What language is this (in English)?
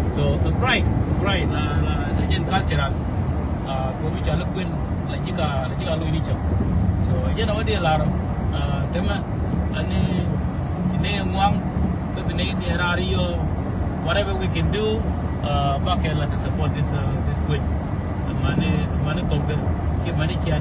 Nuer